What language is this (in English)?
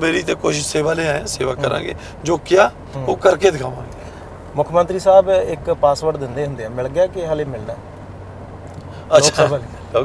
Punjabi